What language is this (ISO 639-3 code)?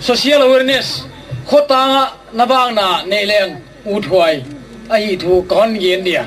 gnb